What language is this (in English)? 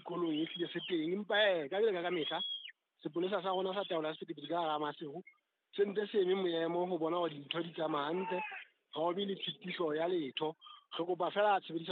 Southern Sotho